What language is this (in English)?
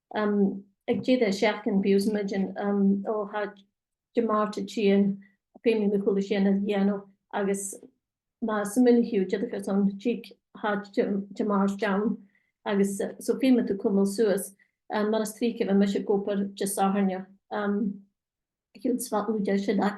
Scottish Gaelic